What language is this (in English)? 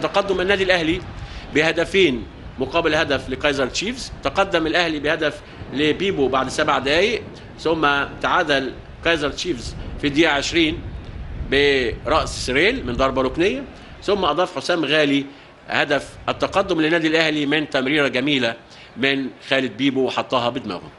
Egyptian Arabic